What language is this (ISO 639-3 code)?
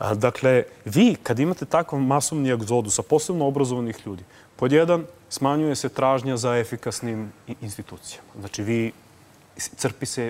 srp